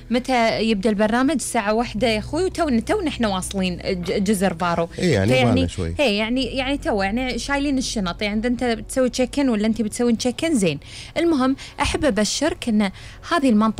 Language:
Gulf Arabic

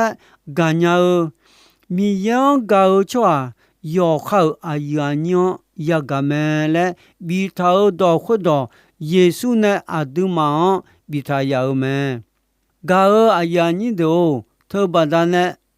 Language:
Akha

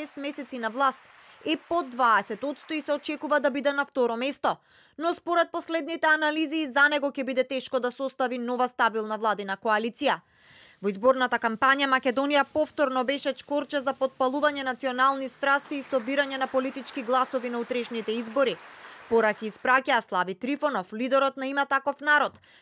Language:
Macedonian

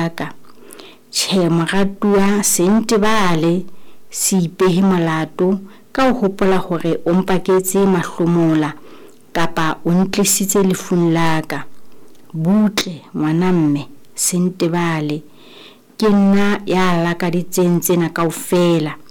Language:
Southern Sotho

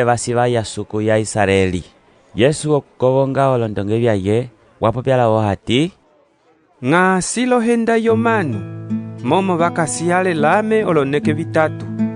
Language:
Umbundu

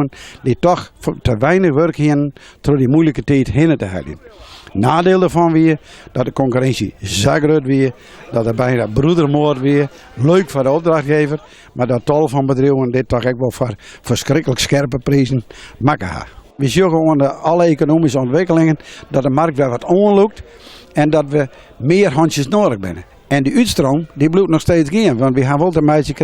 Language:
Western Frisian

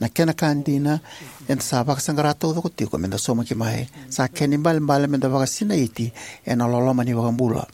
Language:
Fijian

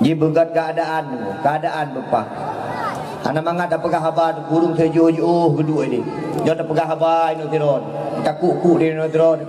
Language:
Achinese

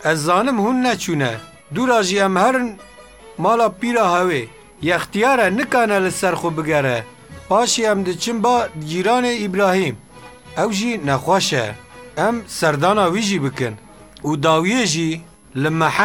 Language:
Kurdish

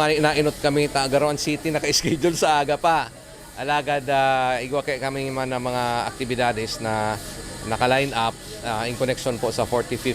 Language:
Bikol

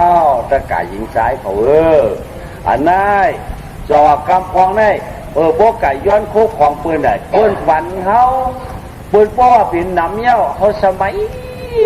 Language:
Shan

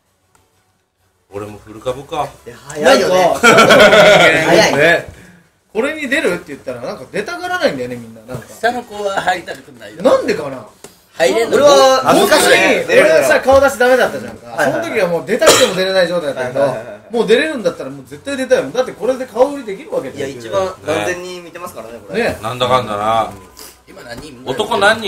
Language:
Japanese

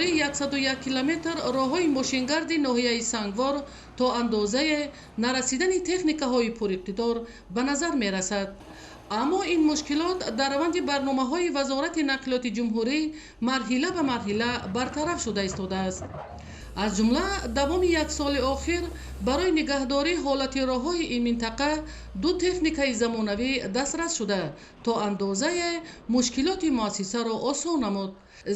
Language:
Tajik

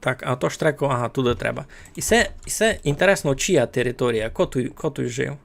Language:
Rusyn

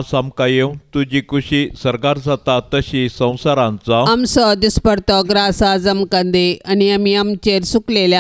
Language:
Konkani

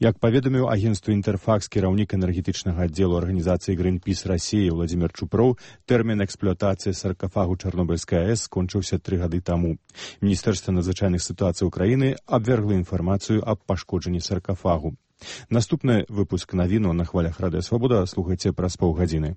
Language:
Belarusian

